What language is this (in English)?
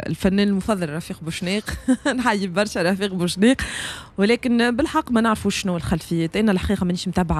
Tunisian Arabic